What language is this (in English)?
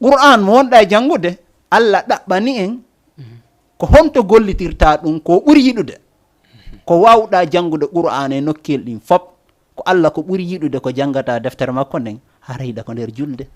Fula